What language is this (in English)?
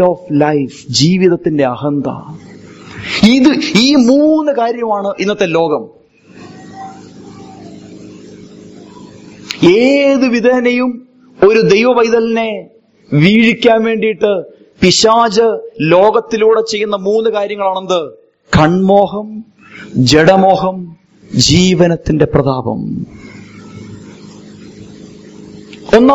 Malayalam